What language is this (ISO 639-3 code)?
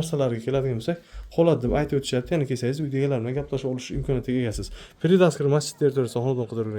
uzb